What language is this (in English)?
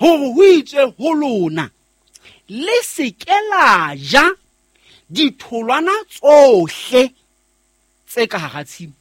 Southern Sotho